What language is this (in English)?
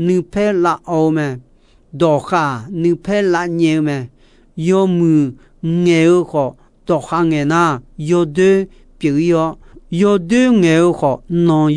Akha